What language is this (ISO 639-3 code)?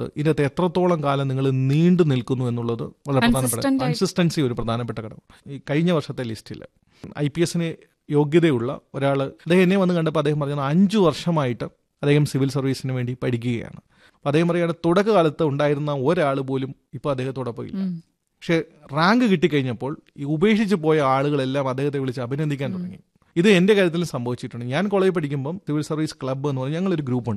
mal